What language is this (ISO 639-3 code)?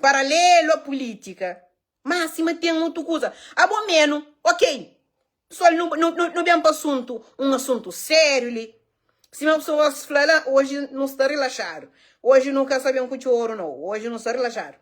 kea